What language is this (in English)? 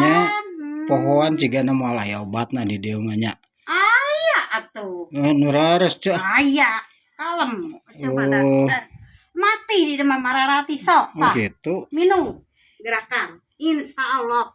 Sundanese